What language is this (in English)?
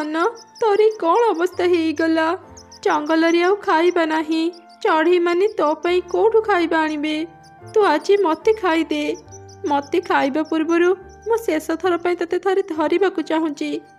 Odia